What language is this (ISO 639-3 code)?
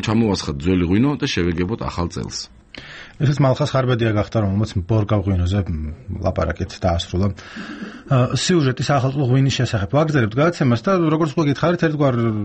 kat